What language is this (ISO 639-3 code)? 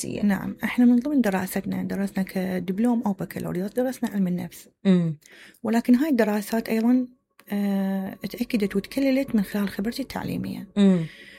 acm